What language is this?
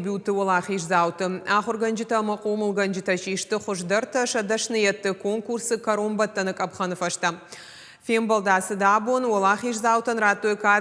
Ossetic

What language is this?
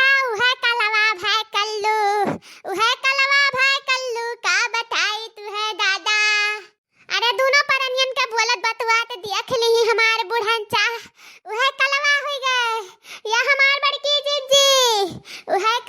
Awadhi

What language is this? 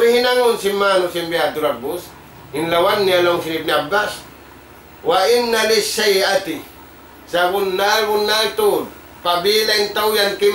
Tausug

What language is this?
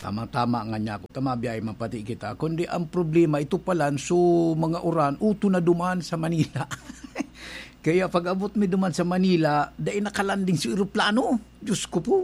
Bikol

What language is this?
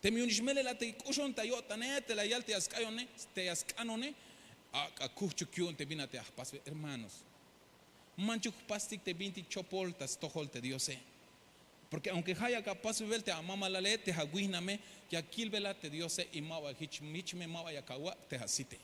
Tzeltal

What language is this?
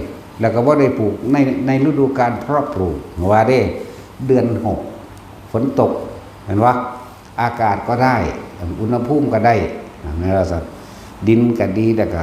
Northeastern Thai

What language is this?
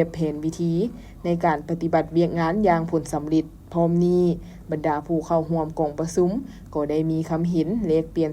Lao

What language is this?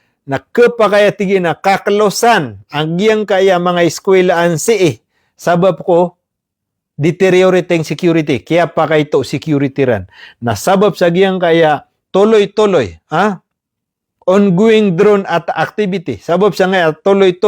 Maranao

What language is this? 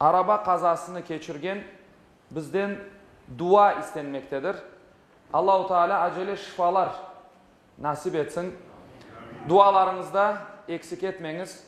Crimean Tatar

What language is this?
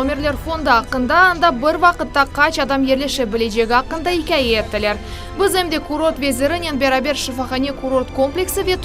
Crimean Tatar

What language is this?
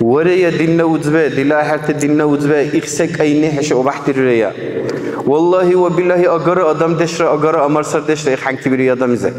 Dargwa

